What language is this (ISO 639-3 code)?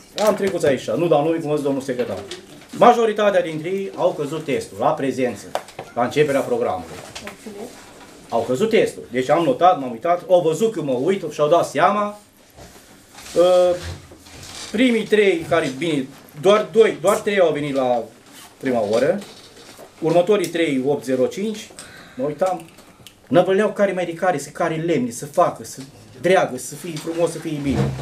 ron